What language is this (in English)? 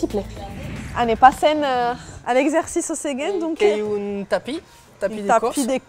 Occitan